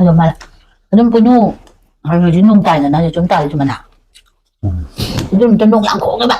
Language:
Manipuri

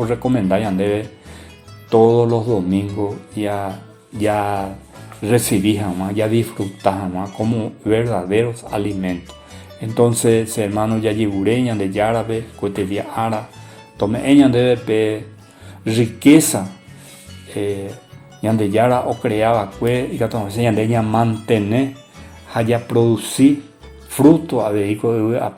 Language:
Guarani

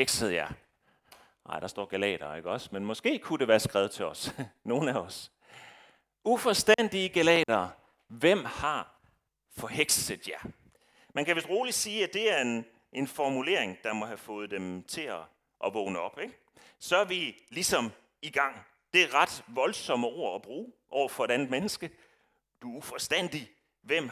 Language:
Danish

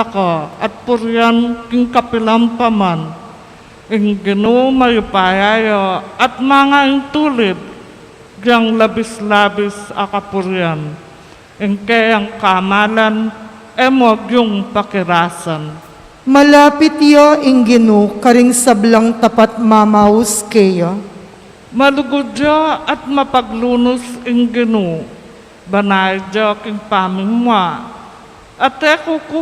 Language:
Pampanga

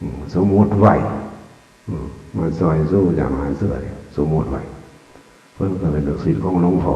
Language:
Northeastern Thai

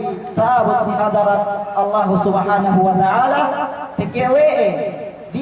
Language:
Yakan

